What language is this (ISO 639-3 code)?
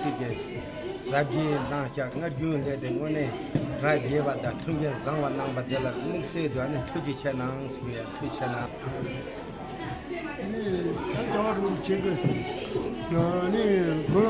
bod